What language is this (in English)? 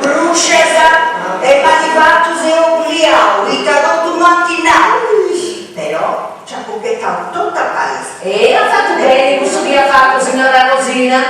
Sardinian